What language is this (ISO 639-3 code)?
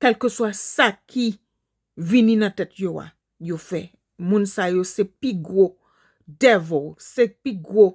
hat